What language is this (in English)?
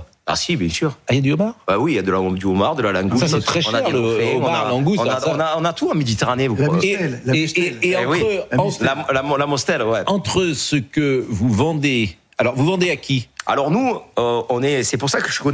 French